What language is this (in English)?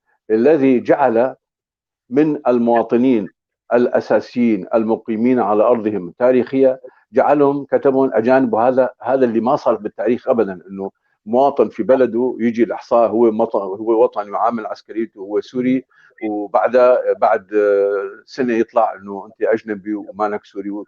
North Levantine Arabic